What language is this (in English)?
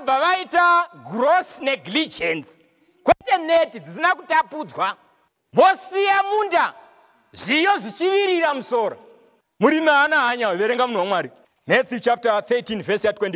Shona